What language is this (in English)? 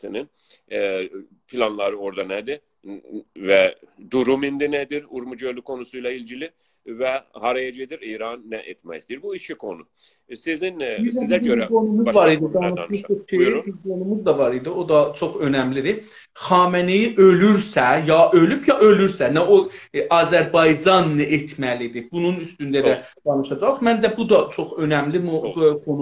South Azerbaijani